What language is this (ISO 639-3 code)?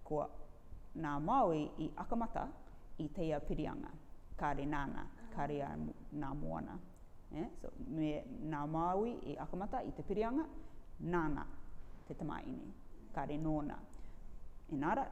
rar